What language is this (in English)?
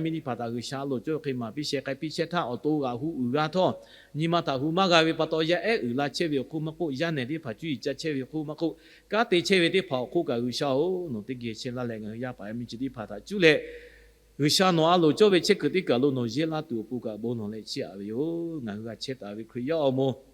Lahu